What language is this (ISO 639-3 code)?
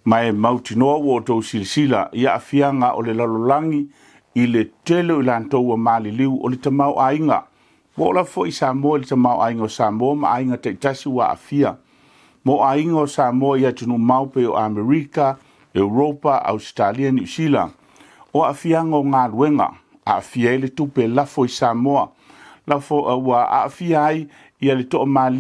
smo